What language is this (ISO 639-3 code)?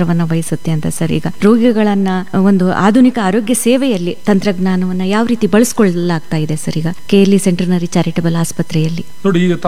kan